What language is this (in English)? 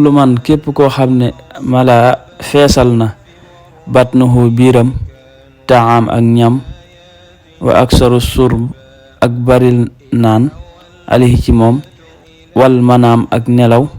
Wolof